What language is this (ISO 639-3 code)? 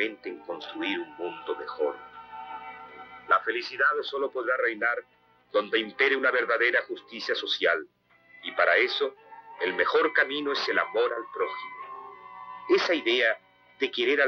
spa